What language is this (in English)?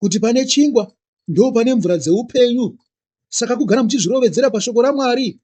Shona